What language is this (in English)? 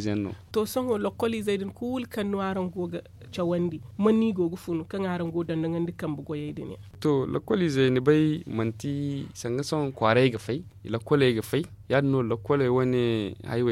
Zarma